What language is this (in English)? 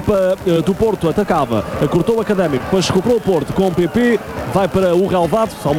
Portuguese